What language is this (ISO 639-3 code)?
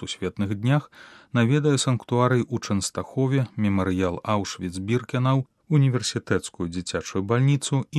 bel